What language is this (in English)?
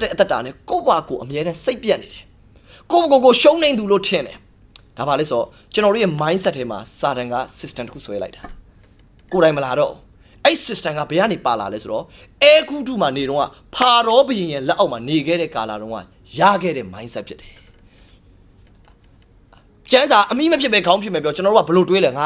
Burmese